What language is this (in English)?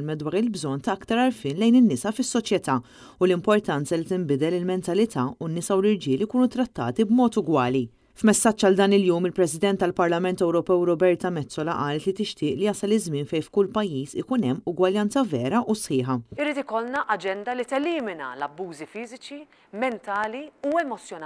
Maltese